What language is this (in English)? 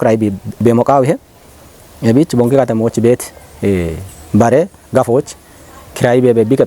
Kafa